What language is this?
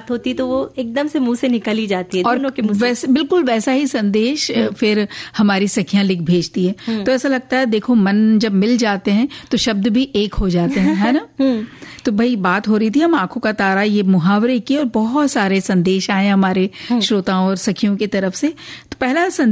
Hindi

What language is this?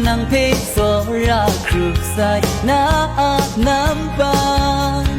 Kachin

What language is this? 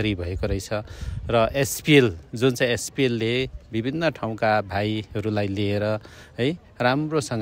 Nepali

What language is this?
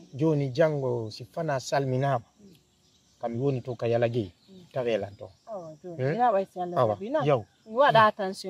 Fula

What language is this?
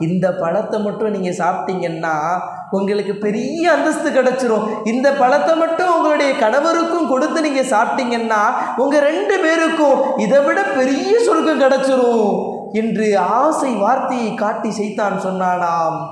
Tamil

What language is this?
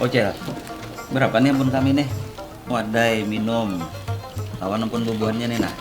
Banjar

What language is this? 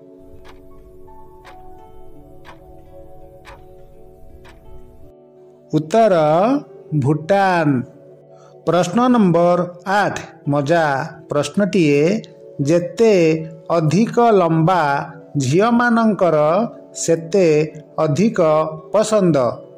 Odia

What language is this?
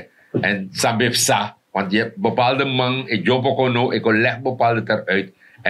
Sranan Tongo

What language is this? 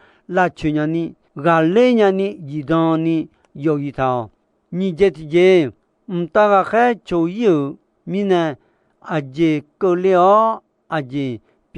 Akha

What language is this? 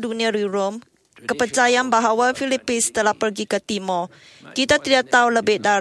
Malay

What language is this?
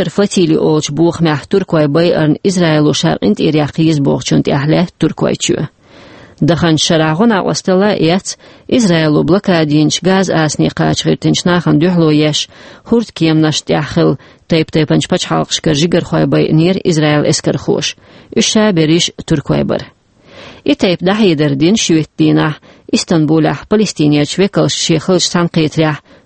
Chechen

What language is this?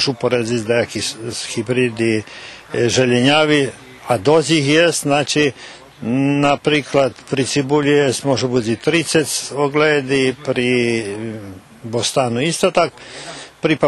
Rusyn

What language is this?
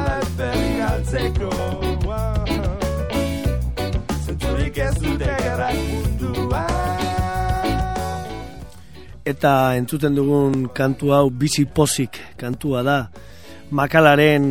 Basque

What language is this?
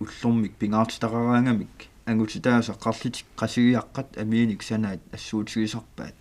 Kalaallisut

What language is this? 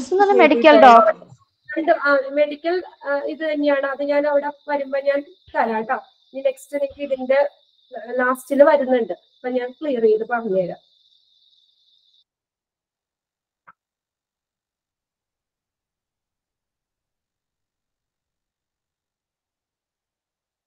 Malayalam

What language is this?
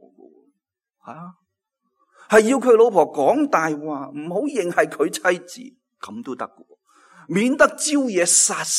Cantonese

